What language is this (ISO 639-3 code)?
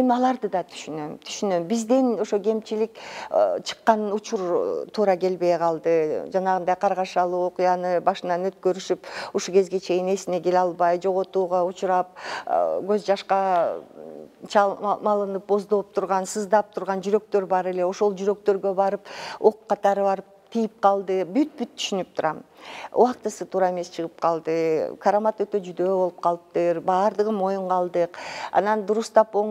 kir